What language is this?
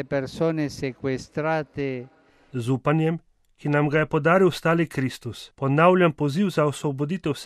Slovenian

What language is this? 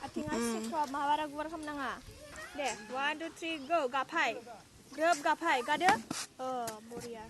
Bodo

